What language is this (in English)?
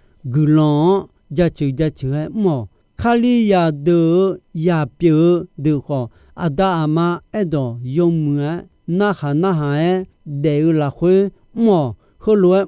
Akha